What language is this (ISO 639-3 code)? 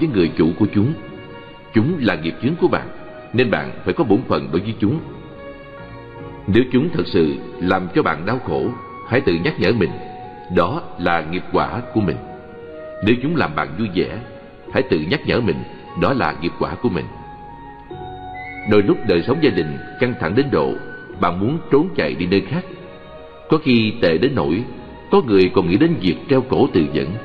vie